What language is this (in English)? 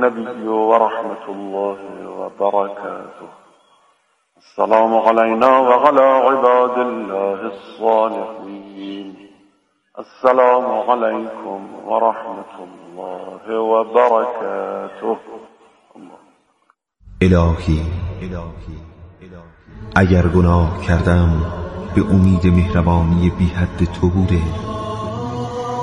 Persian